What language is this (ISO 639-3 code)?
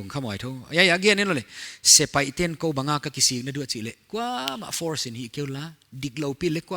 pck